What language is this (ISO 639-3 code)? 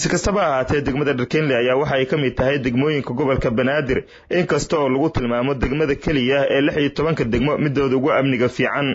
som